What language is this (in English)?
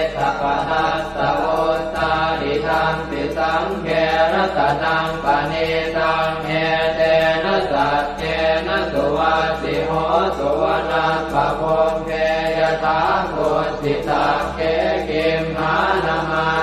Pali